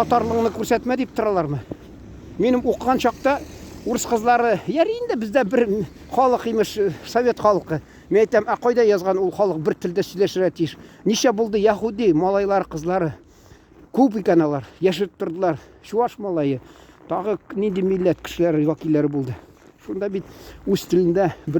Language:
Tatar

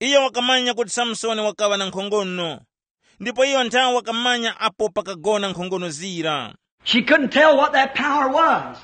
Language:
Tumbuka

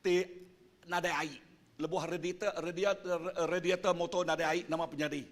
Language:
Iban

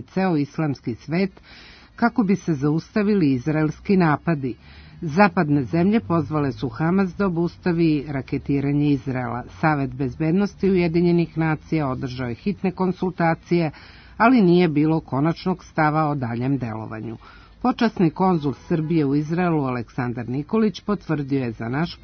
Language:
Serbian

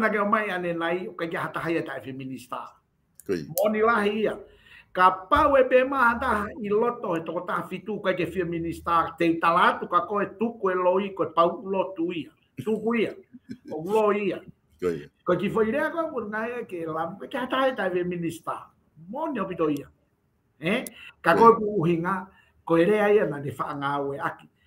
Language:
Tongan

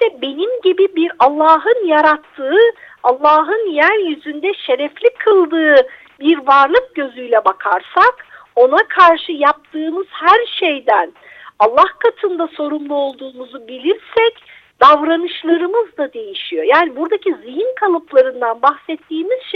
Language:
Turkish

